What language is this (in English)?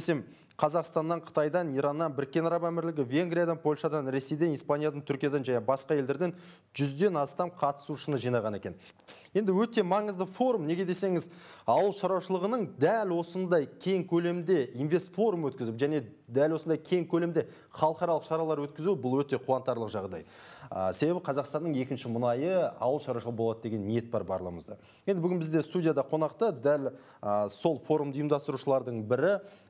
Kazakh